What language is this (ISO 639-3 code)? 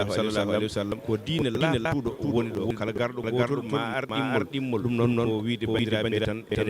ful